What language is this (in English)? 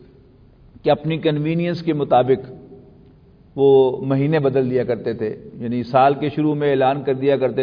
Urdu